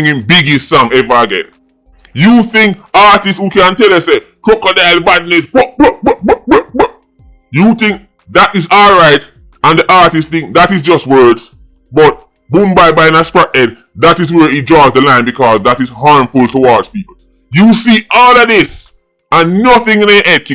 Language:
Jamaican Creole English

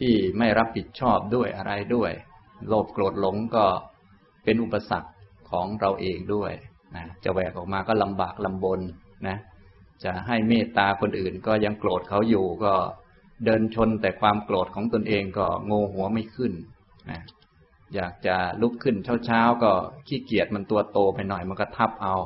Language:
Thai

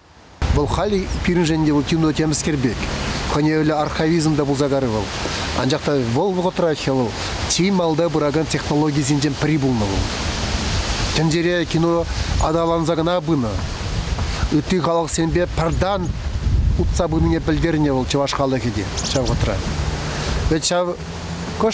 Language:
Chuvash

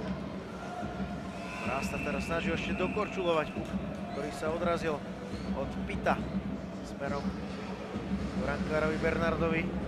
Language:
Slovak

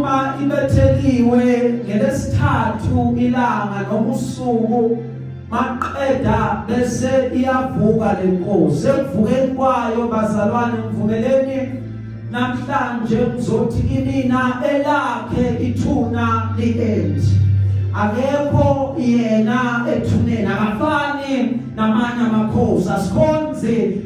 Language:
Zulu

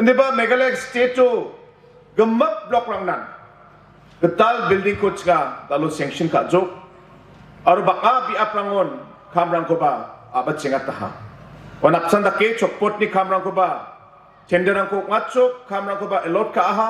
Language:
Garo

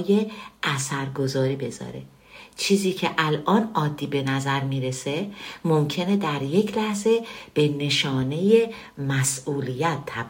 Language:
Persian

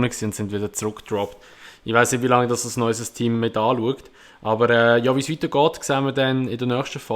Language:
Swiss German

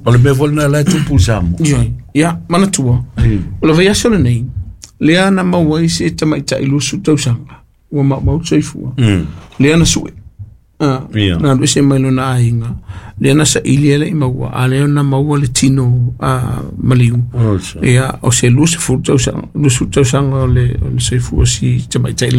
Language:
Samoan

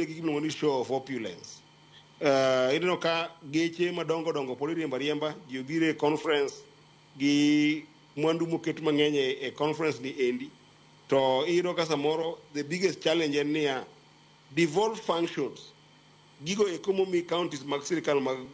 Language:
Luo (Kenya and Tanzania)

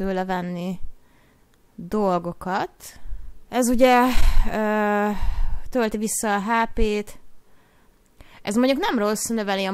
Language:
Hungarian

